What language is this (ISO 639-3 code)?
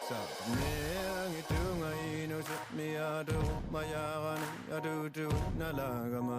kal